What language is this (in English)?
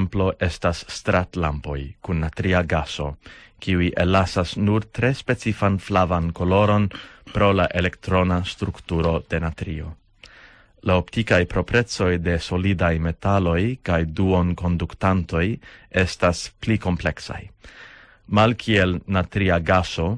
Esperanto